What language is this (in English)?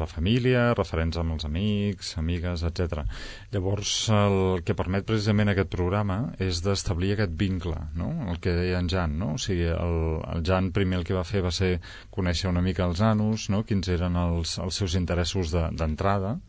Catalan